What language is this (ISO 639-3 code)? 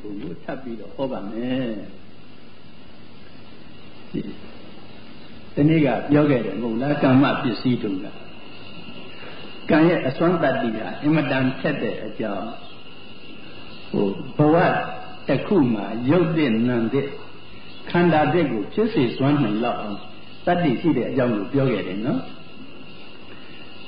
mya